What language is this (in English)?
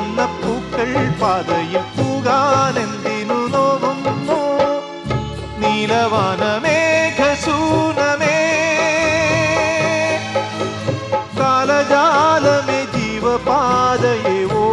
Malayalam